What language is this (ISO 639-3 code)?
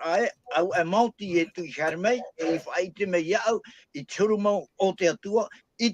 tah